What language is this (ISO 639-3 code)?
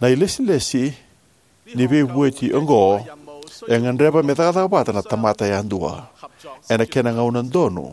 fij